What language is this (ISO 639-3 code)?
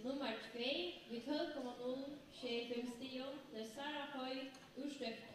fao